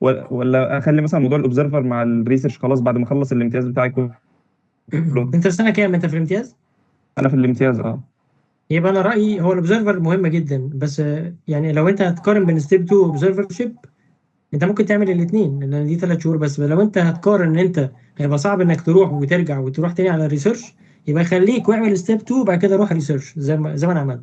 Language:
Egyptian Arabic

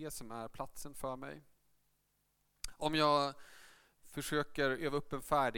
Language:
Swedish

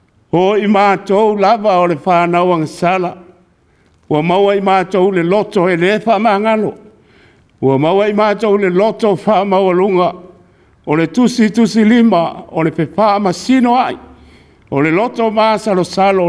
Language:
Samoan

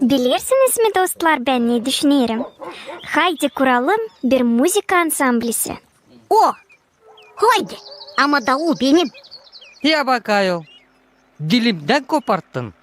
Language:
Gagauz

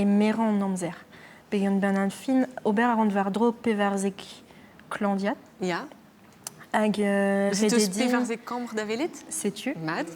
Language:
Breton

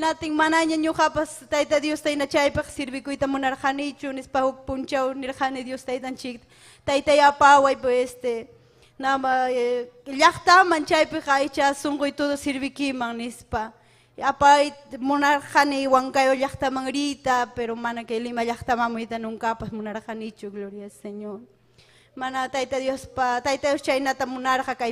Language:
Ayacucho Quechua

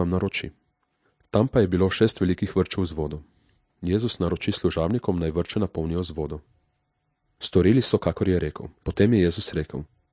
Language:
Slovenian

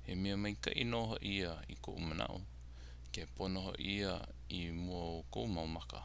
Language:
Hawaiian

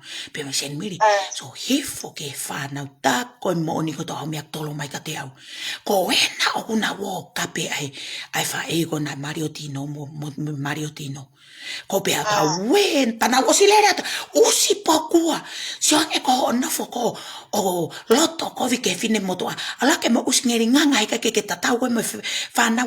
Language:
Tongan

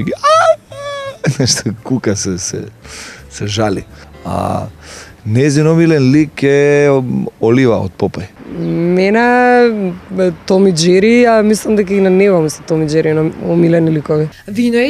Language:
Macedonian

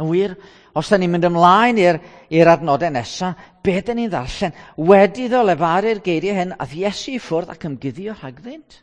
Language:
Welsh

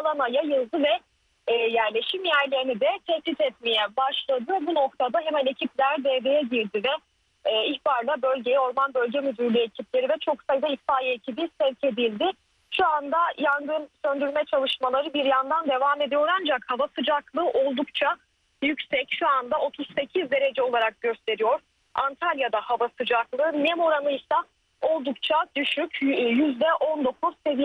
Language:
Turkish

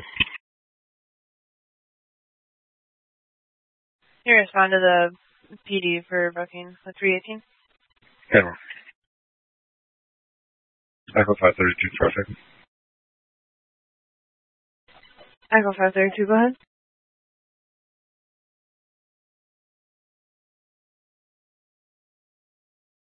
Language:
English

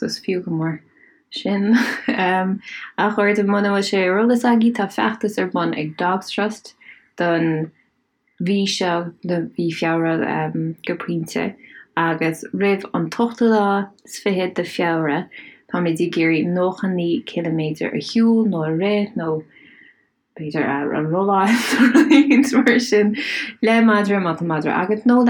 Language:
Irish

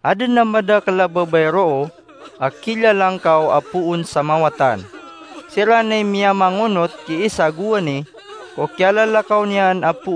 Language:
Maranao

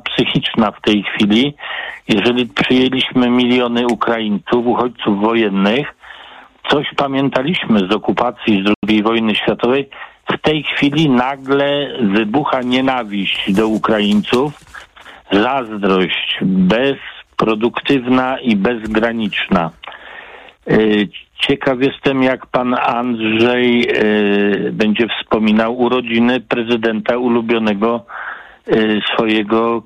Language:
Polish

